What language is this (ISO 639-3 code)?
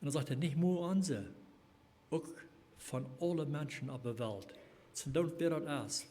pdt